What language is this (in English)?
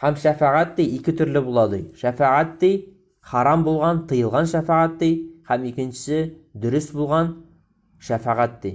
Tatar